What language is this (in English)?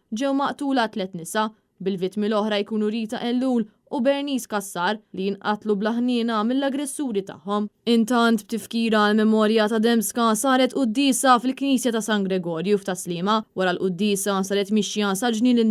Maltese